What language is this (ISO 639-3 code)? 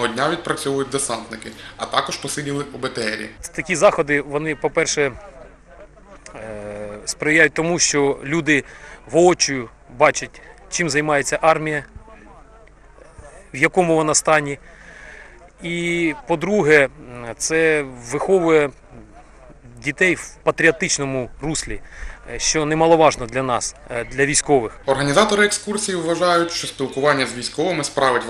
ukr